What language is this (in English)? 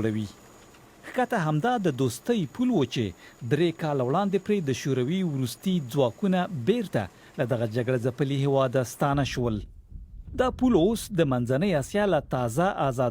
Pashto